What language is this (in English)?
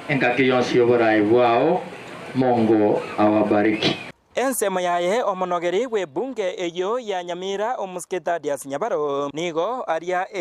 Gusii